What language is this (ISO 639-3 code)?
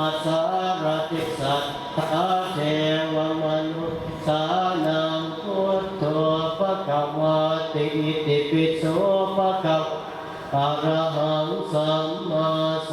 pli